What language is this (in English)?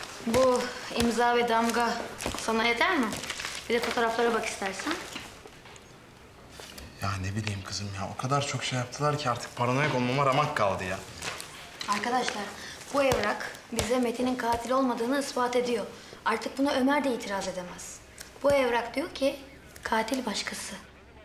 Turkish